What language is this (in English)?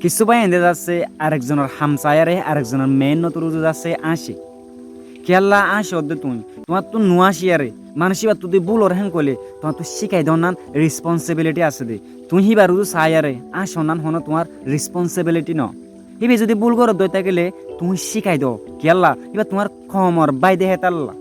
Rohingya